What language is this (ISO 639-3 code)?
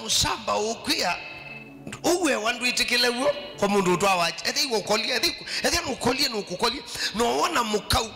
kam